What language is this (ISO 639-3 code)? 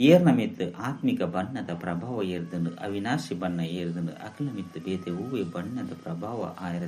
tcy